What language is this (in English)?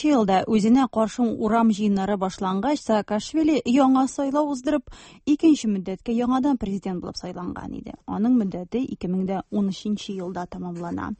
Tatar